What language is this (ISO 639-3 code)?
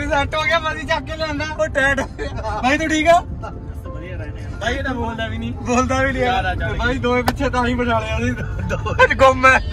pan